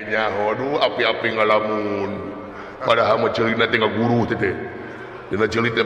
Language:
Sundanese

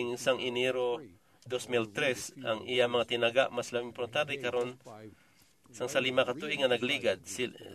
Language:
Hiligaynon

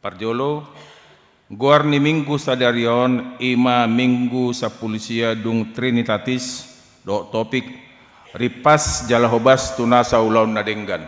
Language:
Batak Toba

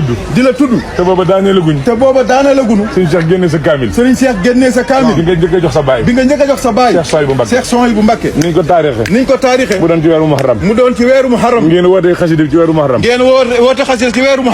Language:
Wolof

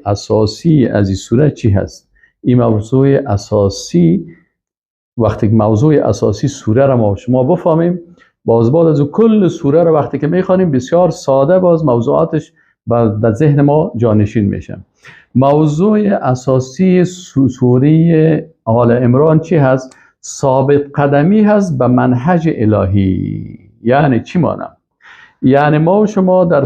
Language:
Persian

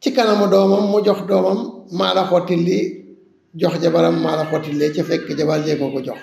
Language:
Wolof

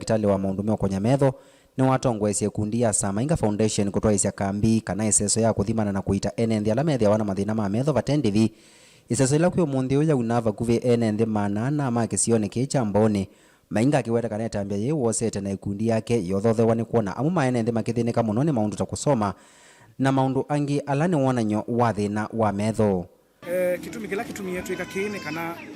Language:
Kamba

